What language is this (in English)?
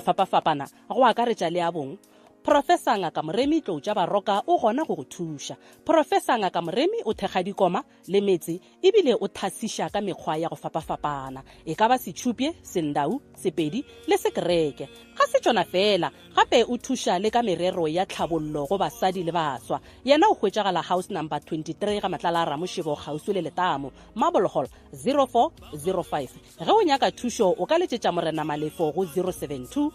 Northern Sotho